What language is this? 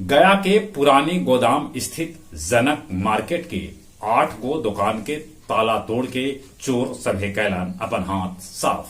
Magahi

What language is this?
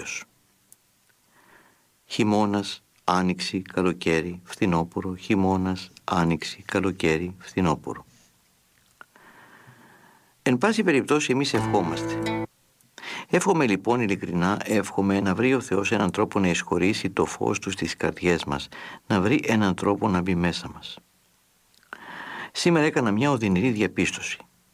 Greek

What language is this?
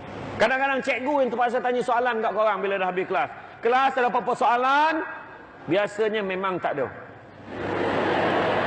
Malay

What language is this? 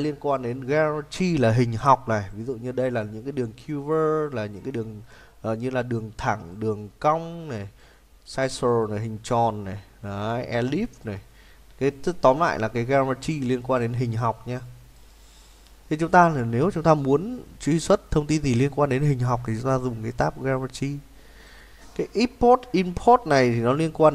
Vietnamese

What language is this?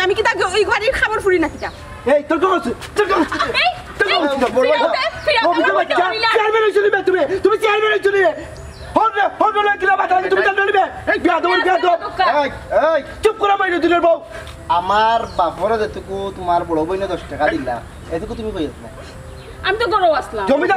Sylheti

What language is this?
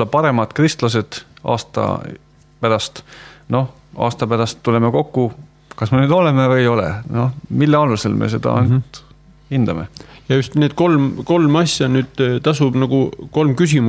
Estonian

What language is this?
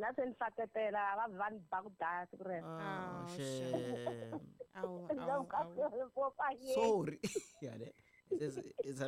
Tsonga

